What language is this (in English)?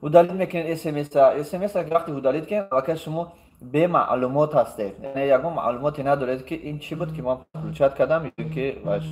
Tajik